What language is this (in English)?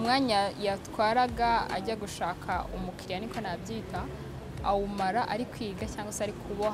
Kinyarwanda